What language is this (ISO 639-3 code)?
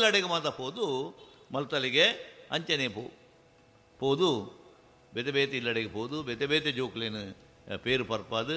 tcy